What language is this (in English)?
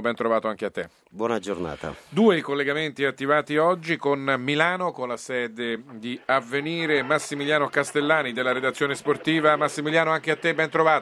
Italian